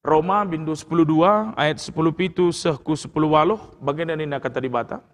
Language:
Batak Karo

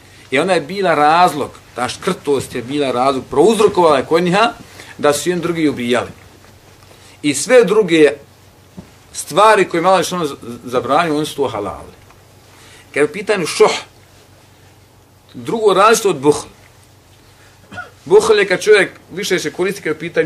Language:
Bosnian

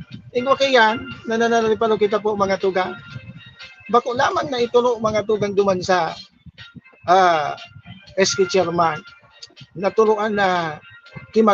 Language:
Bikol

